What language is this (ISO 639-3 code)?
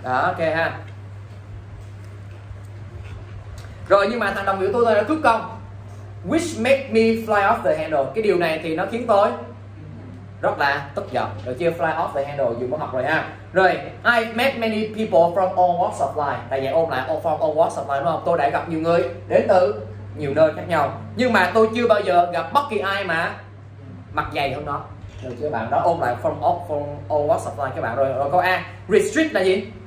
vie